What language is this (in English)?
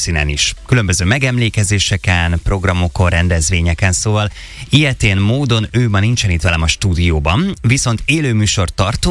Hungarian